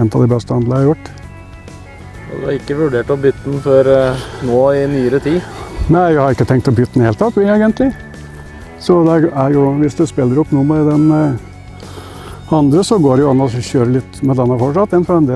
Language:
Norwegian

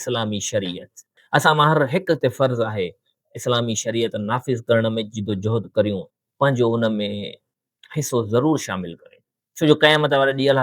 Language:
Sindhi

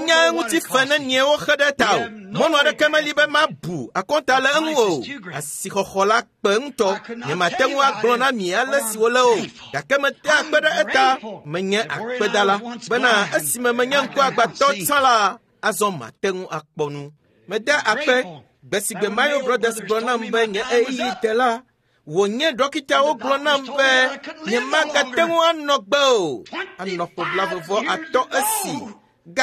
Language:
Ewe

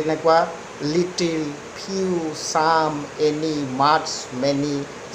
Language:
Assamese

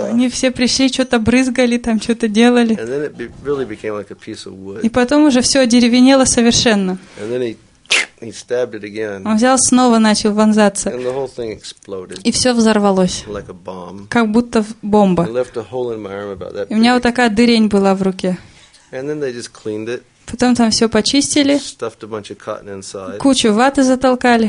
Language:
Russian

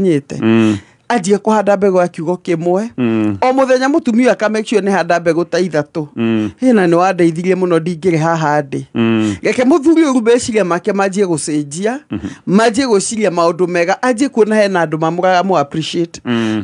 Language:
Kikuyu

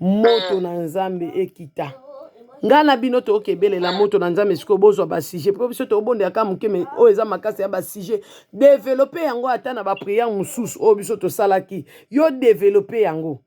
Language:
Lingala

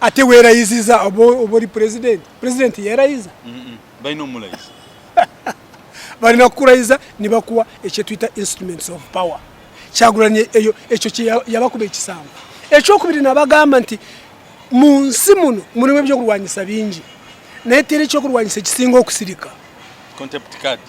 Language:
Ganda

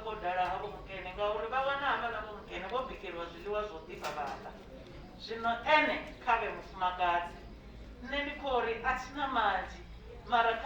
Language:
Venda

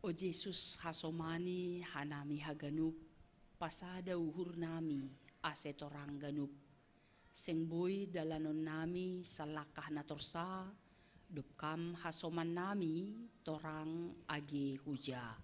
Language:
Batak Simalungun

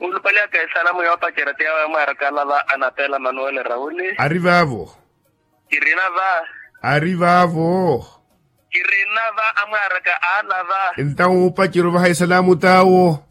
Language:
Makhuwa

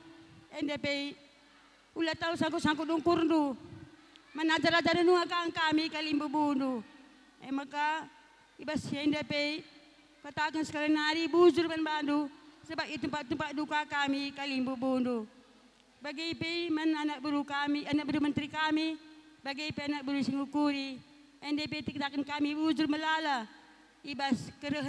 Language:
Batak Karo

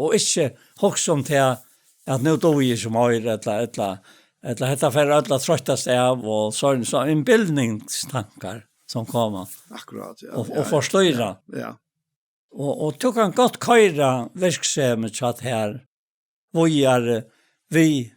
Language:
Faroese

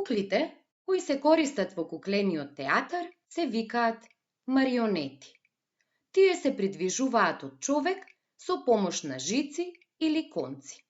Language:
Macedonian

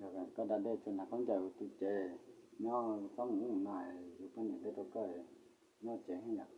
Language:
Hmong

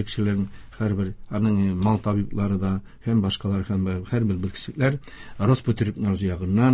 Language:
Tatar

